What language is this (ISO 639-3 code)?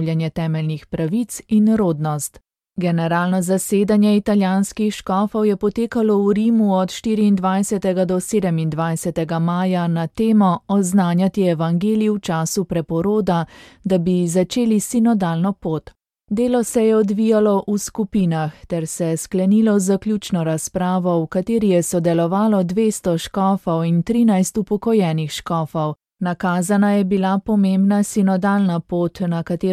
slv